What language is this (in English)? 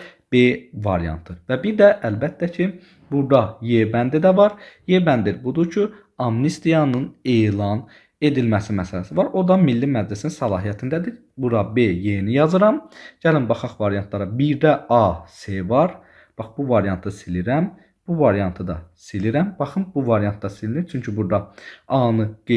Azerbaijani